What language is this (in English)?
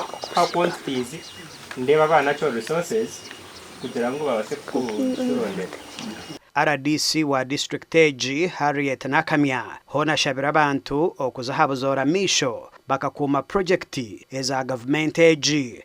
Nyankole